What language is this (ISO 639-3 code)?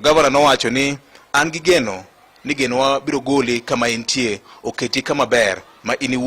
luo